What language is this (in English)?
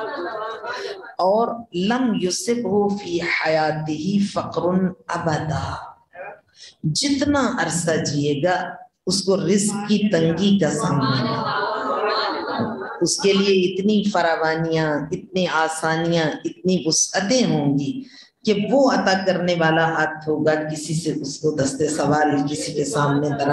Urdu